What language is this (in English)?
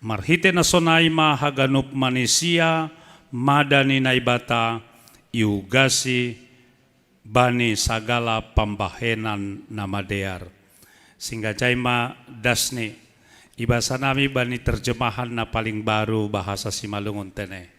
Batak Simalungun